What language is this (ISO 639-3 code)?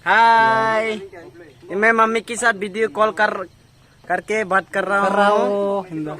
trp